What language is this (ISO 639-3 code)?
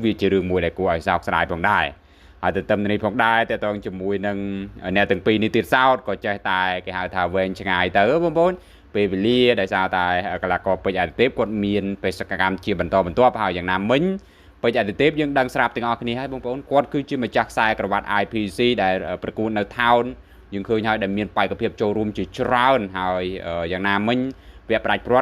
khm